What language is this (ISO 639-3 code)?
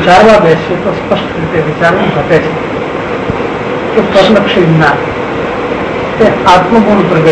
guj